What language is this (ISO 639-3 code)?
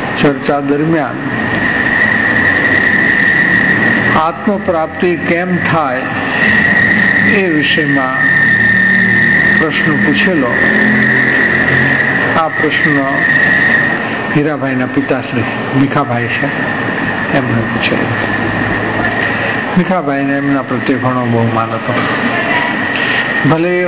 guj